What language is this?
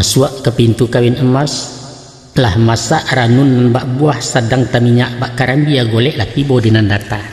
Minangkabau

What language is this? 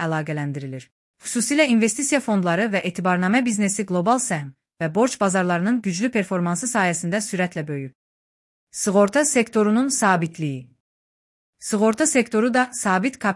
Azerbaijani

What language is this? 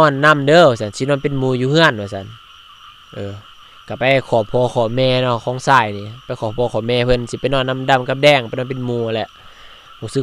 Lao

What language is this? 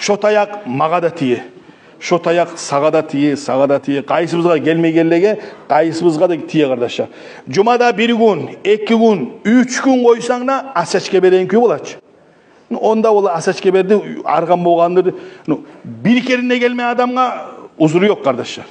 Kumyk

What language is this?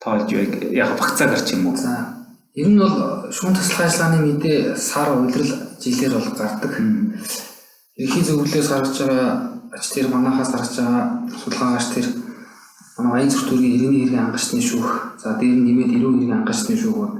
Mongolian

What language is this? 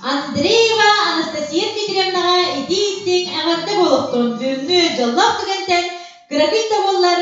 Yakut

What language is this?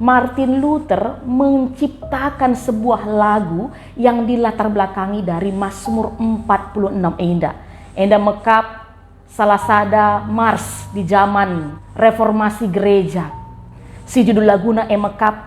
Batak Karo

